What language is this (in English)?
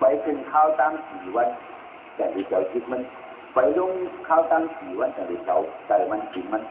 Shan